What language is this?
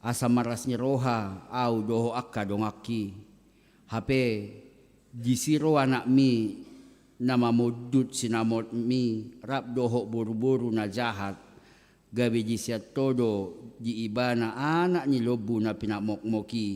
Batak Toba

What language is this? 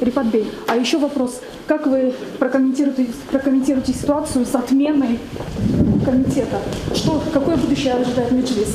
Crimean Tatar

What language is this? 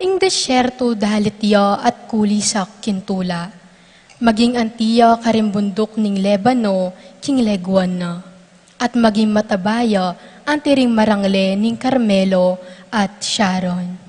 Pampanga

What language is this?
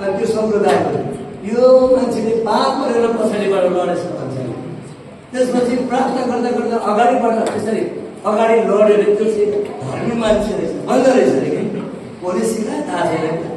Nepali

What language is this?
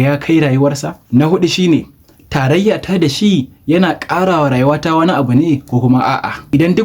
Hausa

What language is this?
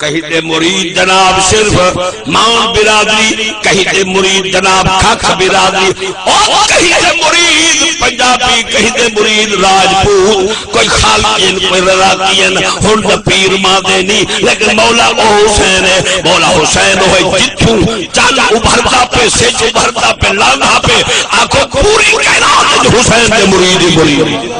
Saraiki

